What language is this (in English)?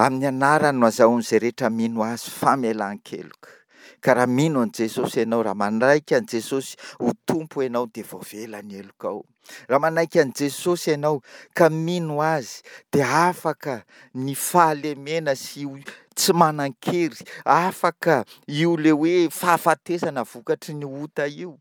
Malagasy